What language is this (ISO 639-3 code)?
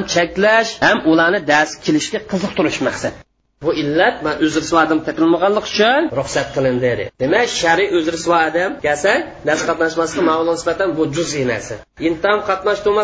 uig